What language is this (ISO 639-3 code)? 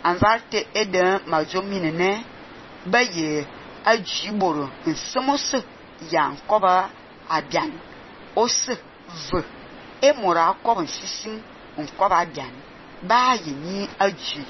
fan